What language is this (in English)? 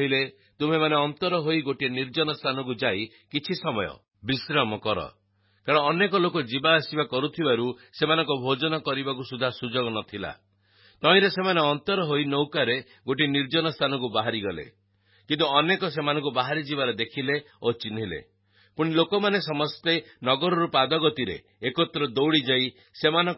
Odia